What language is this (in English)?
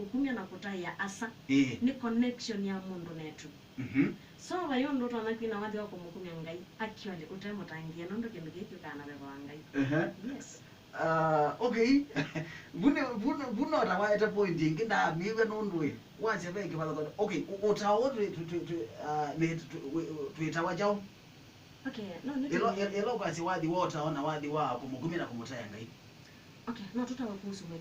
Kamba